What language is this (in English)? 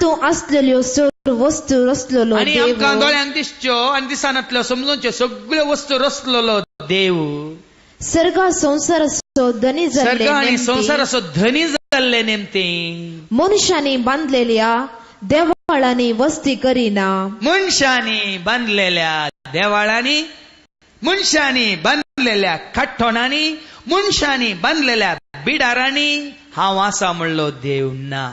Konkani